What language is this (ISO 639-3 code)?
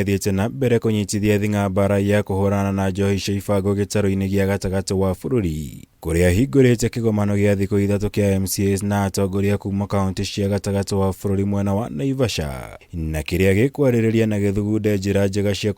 kik